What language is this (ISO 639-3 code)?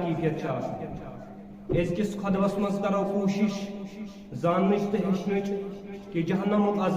kas